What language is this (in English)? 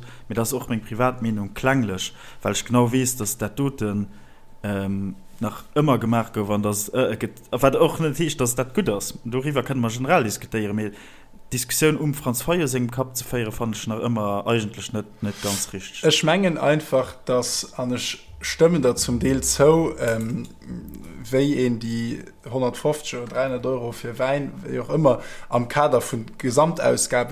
Luxembourgish